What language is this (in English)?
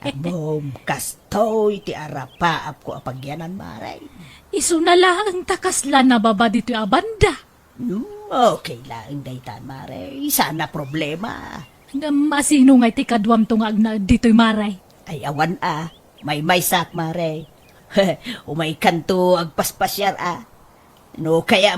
Iloko